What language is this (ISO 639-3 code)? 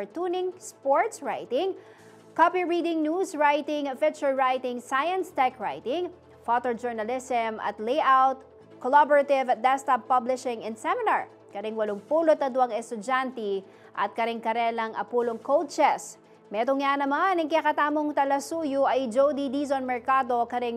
pam